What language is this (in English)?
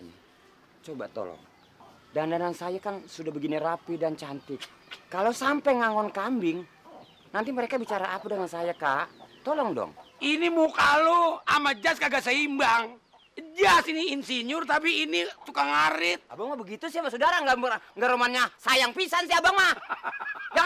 Betawi